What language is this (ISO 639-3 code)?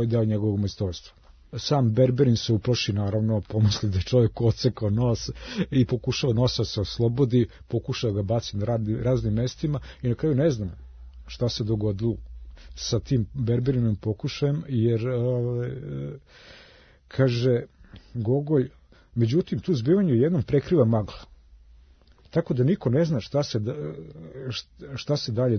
srp